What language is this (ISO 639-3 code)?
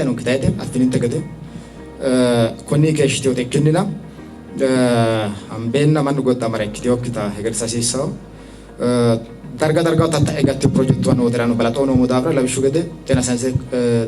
sid